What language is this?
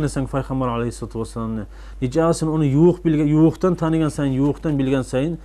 Kumyk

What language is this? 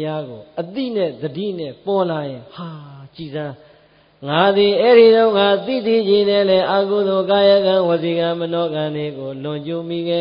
Burmese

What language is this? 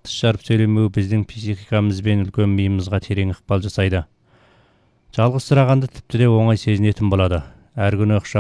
Kazakh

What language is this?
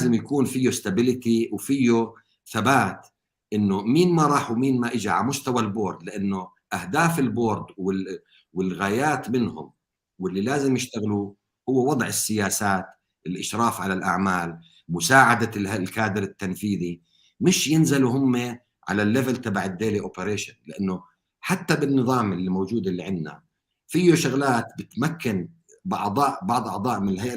North Levantine Arabic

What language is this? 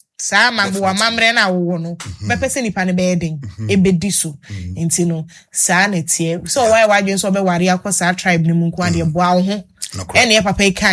Akan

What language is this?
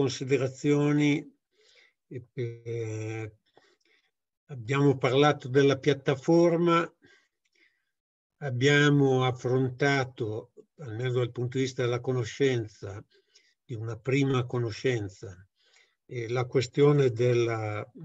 Italian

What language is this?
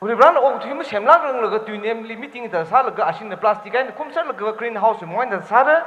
Tangkhul Naga (India)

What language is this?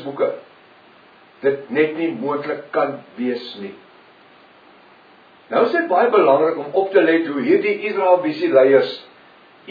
Afrikaans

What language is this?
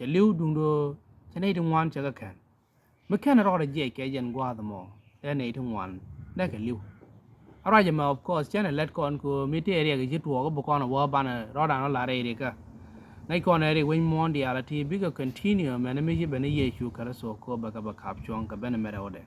Nuer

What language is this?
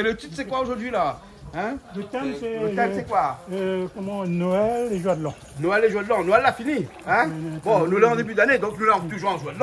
Réunion Creole French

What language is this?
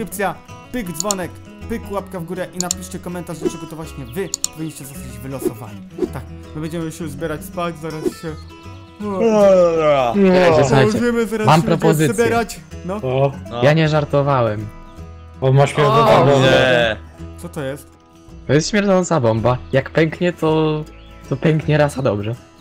Polish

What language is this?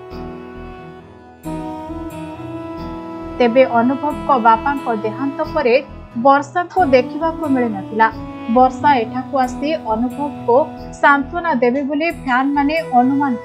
Odia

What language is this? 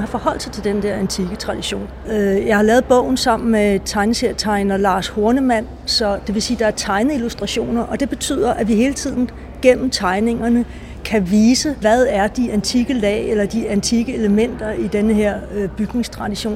Danish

